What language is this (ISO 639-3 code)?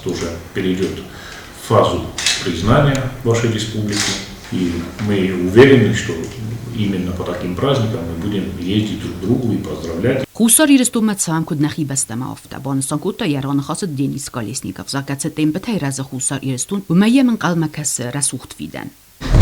oss